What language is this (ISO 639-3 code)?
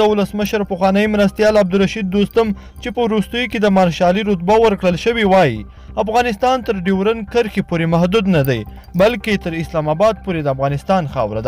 pus